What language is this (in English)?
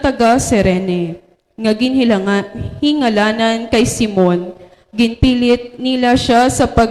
Hiligaynon